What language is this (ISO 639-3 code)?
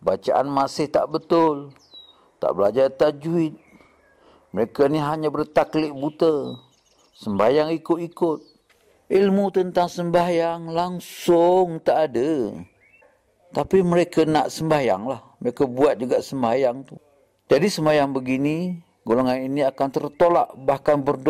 msa